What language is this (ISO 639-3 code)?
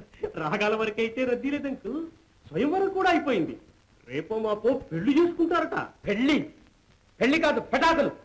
tel